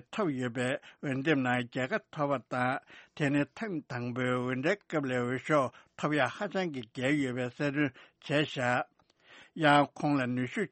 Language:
Tibetan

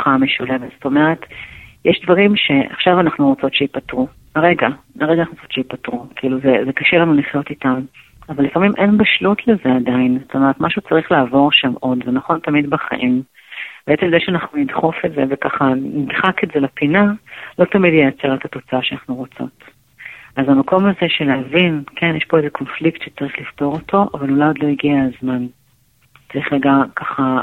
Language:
Hebrew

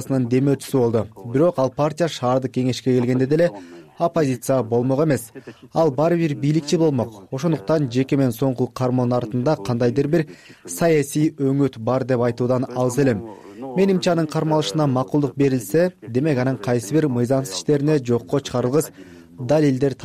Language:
Kyrgyz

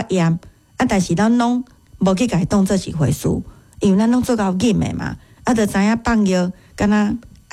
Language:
Min Nan Chinese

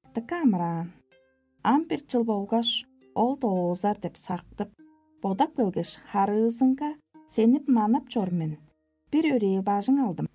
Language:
Tuvinian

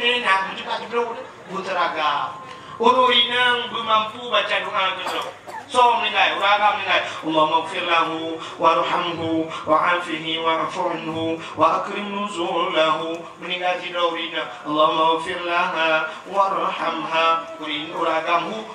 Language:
Achinese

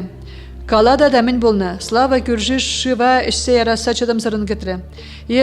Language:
Chuvash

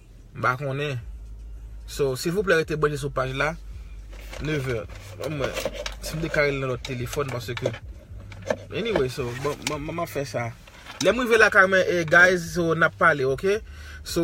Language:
Haitian Creole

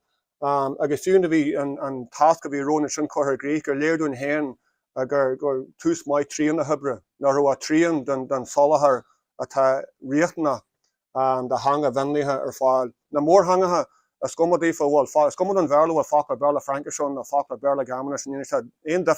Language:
Irish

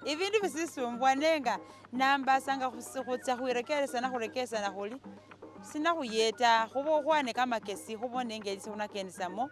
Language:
Masaaba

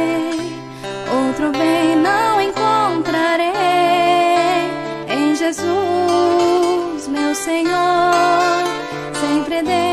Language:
Portuguese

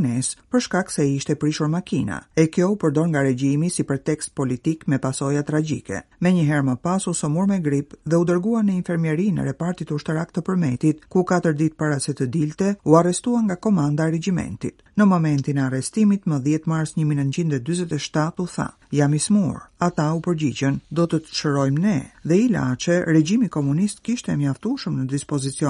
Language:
Albanian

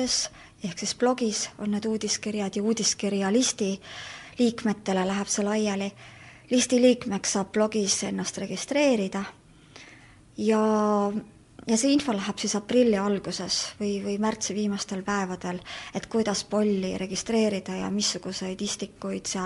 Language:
Estonian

